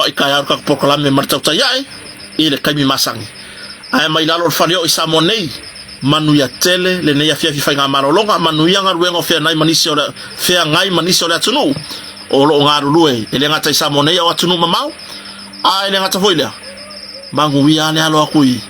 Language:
Samoan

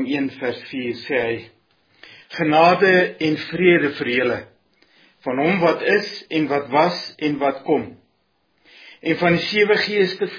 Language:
Afrikaans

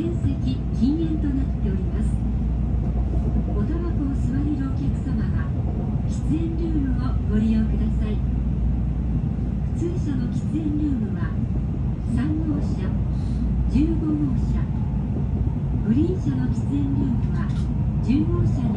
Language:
Japanese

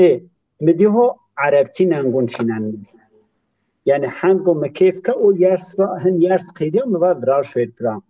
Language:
Zaza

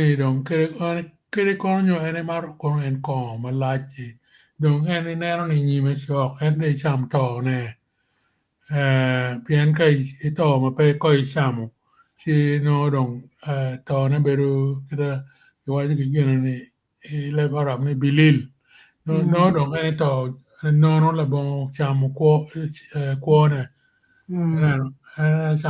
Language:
Acoli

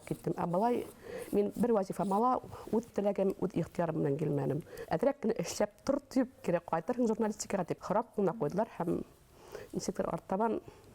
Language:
Bashkir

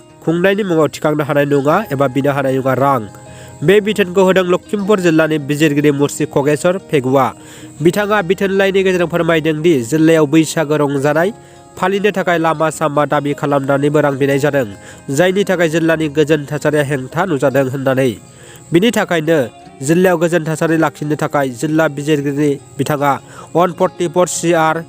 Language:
Bodo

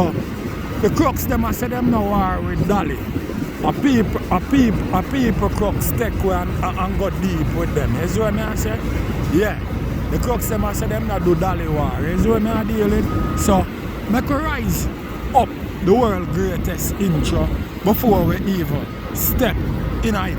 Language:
Jamaican Creole English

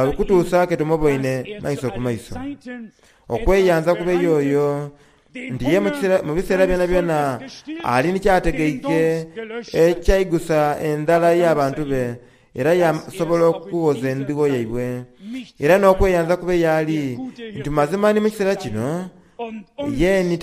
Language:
Soga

